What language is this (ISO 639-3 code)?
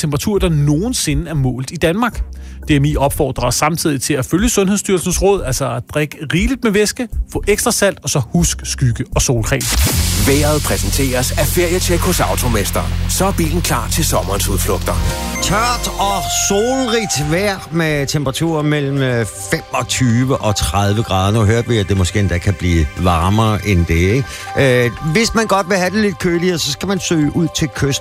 dan